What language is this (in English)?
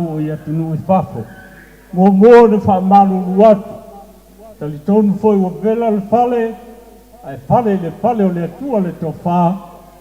Samoan